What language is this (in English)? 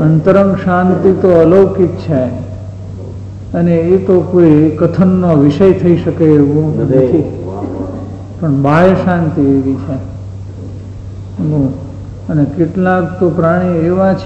Gujarati